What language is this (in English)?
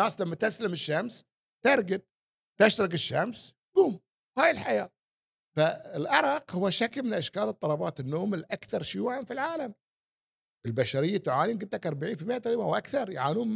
Gulf Arabic